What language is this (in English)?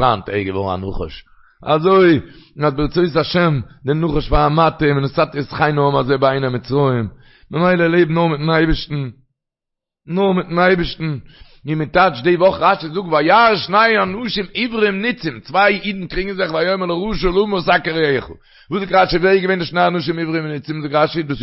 Yiddish